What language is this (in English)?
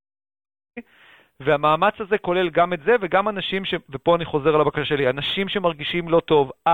Hebrew